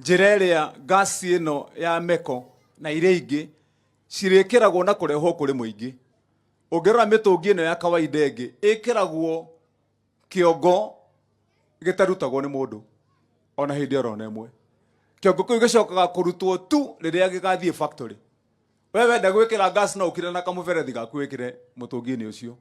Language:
Kikuyu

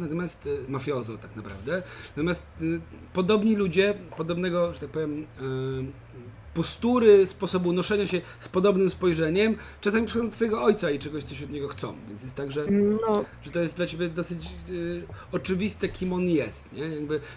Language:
Polish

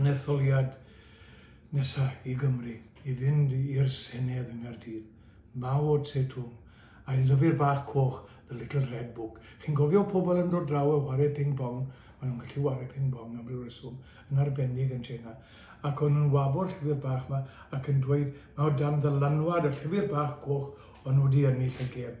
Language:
Welsh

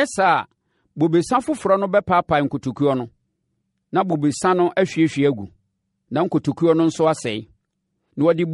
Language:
Akan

